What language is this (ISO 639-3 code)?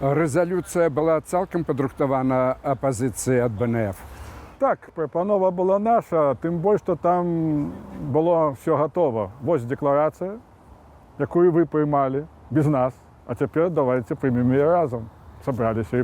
bel